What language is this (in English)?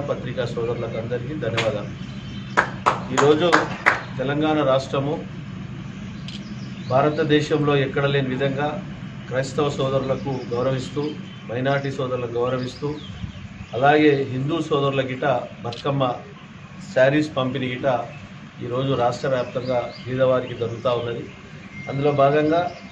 Telugu